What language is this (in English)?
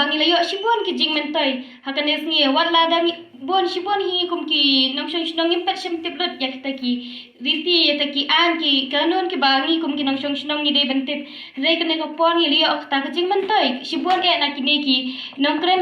Khasi